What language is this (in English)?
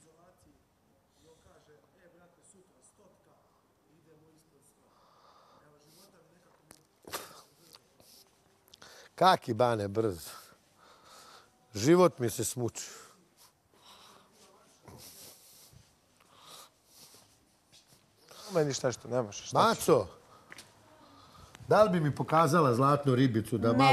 Serbian